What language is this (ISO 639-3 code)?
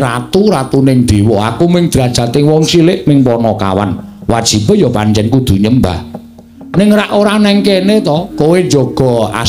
jav